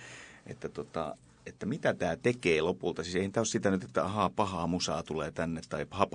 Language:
Finnish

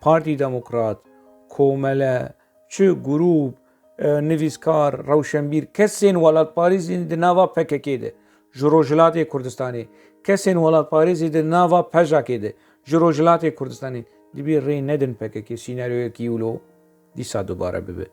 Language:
Kurdish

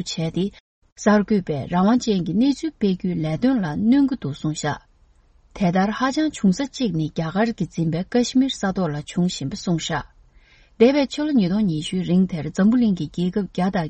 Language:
Tibetan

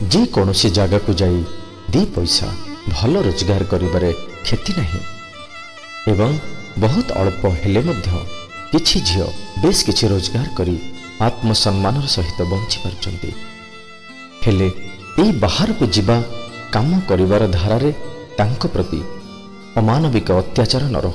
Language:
Odia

